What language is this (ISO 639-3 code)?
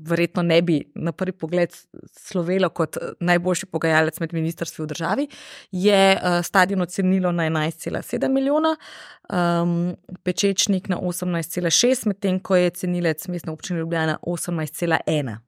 slv